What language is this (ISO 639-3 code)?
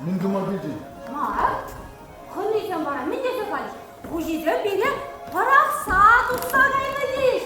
chv